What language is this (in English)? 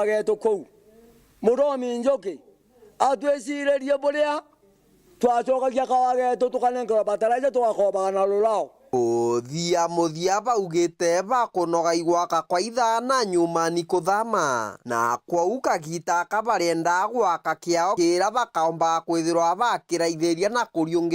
Meru